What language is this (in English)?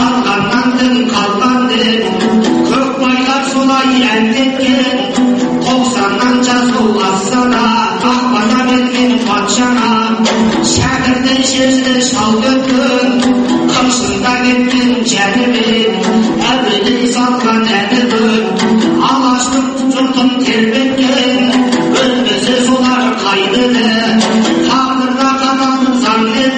Kazakh